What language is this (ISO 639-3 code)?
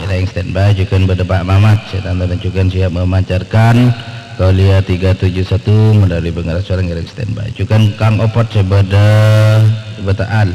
mad